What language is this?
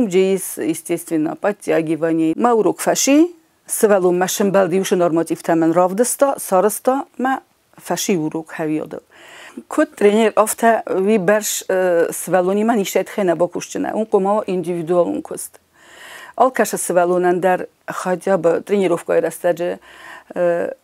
Ossetic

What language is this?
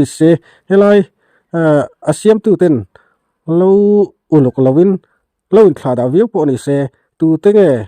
Mizo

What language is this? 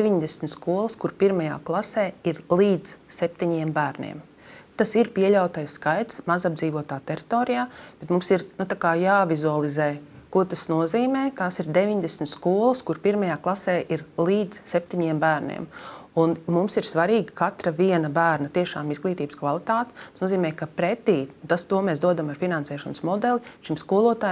Latvian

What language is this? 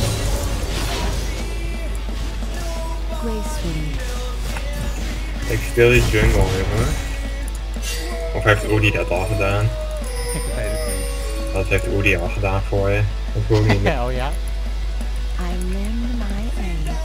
Dutch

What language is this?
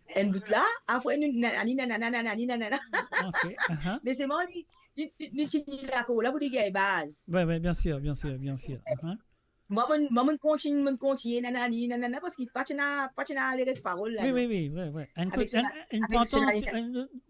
Morisyen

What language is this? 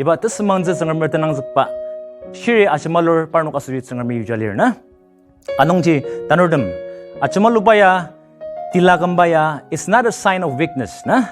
Ao Naga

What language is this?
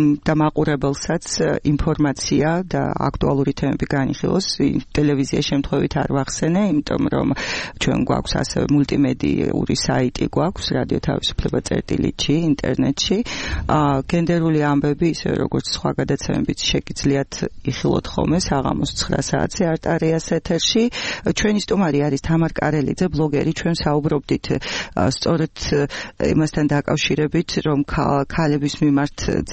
Georgian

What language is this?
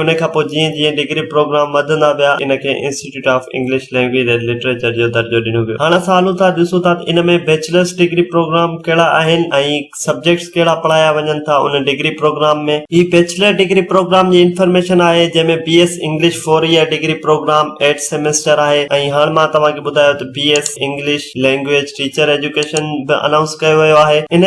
Sindhi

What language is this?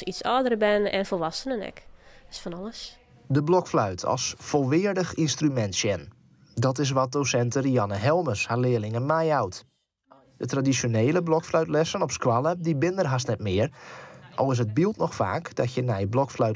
Western Frisian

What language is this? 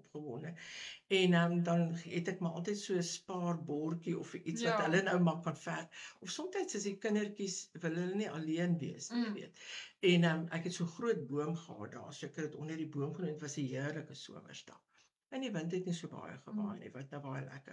Afrikaans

